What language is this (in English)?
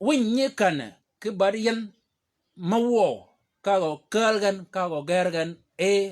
Shilluk